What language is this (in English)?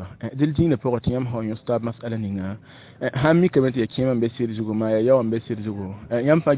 Mossi